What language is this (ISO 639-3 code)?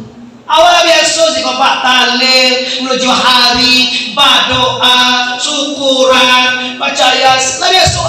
min